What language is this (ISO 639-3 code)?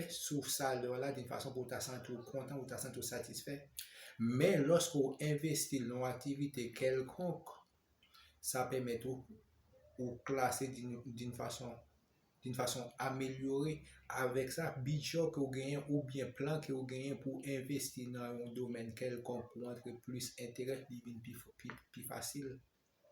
hat